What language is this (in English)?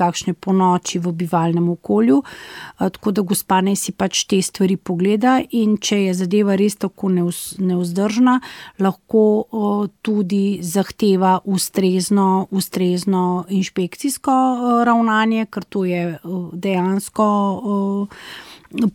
Slovenian